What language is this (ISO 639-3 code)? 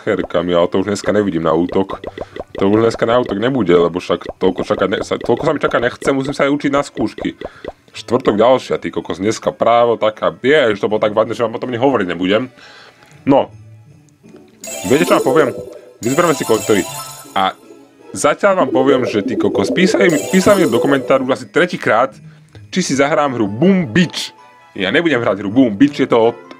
slk